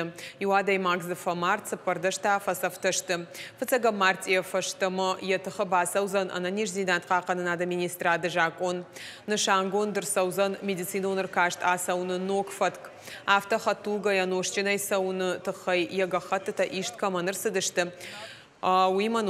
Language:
Ossetic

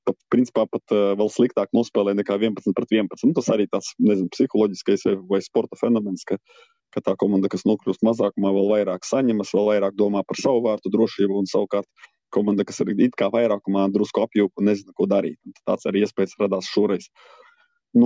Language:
Latvian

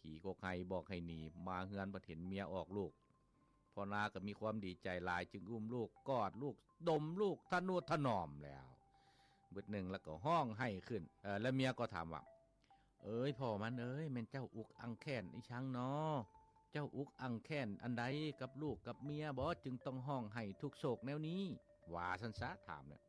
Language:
Lao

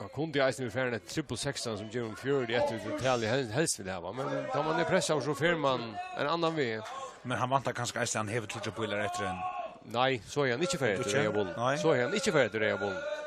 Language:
Faroese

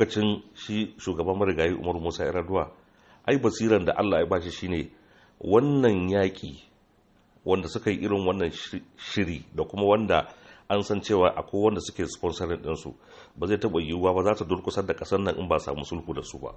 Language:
Hausa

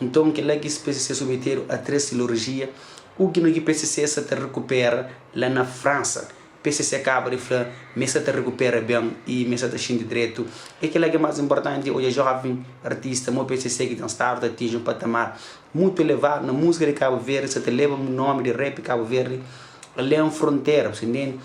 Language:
Kabuverdianu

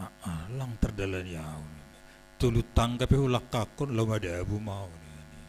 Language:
Batak Simalungun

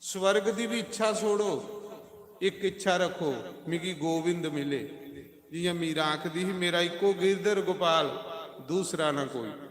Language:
Dogri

